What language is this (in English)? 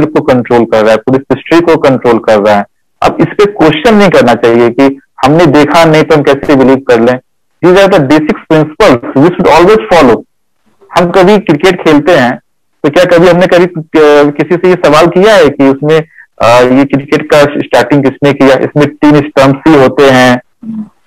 Hindi